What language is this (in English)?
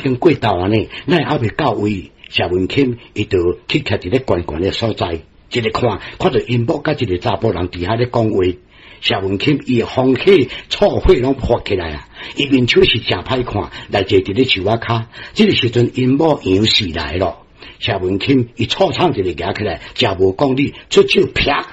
Min Nan Chinese